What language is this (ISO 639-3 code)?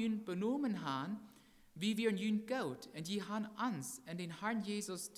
pdt